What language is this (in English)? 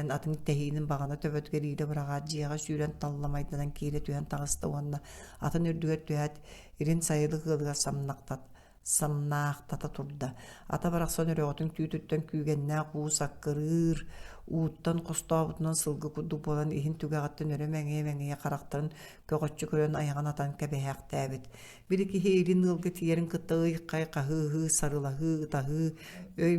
Yakut